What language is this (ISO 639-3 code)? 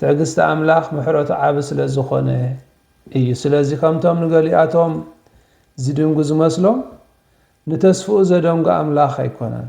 tir